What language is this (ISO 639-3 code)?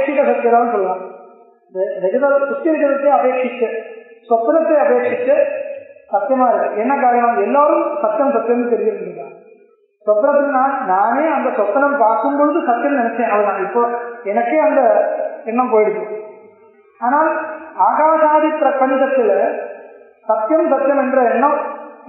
tam